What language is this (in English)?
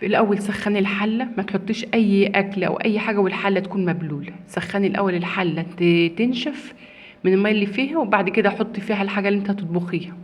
Egyptian Arabic